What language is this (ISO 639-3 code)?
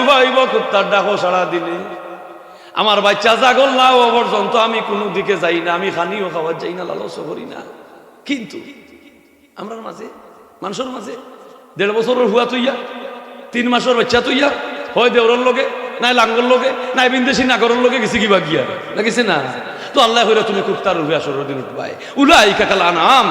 syl